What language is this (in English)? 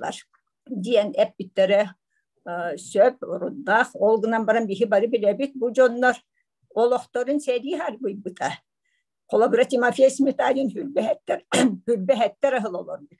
Yakut